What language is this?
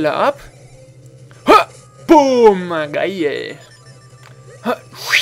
German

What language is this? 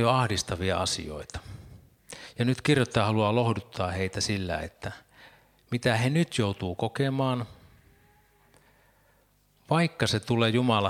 Finnish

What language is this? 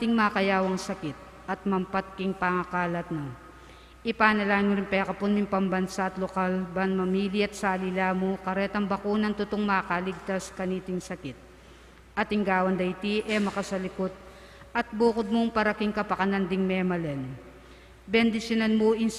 Pampanga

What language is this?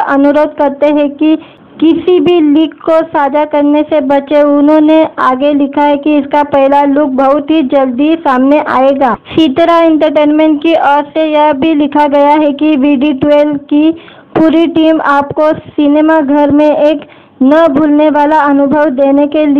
Hindi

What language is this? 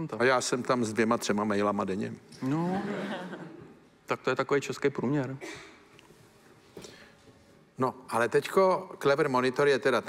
Czech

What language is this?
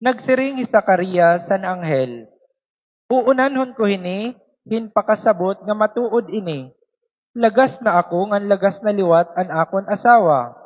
Waray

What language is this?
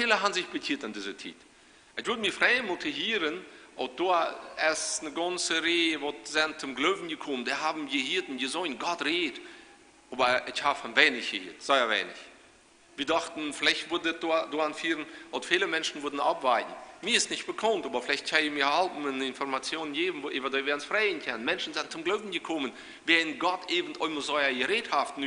Plautdietsch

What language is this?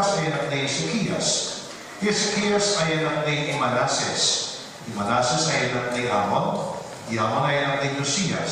Pampanga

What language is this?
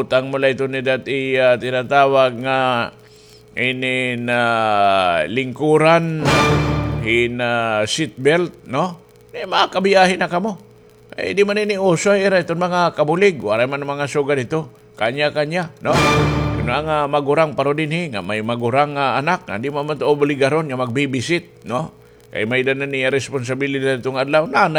Waray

